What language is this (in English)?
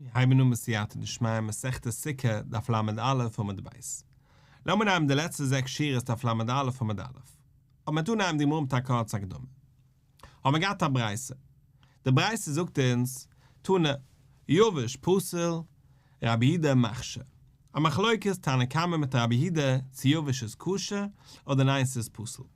Yiddish